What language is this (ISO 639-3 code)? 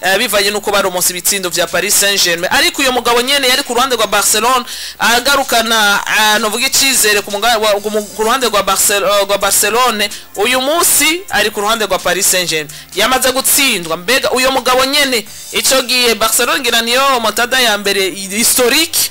run